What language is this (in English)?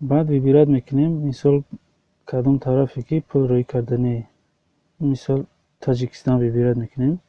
Tajik